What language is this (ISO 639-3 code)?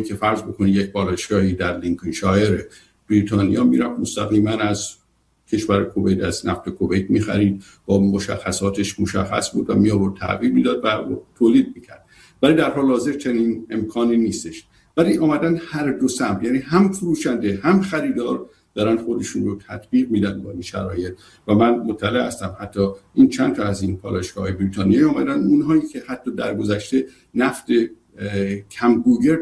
fas